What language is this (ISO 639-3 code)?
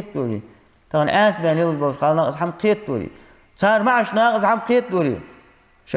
inh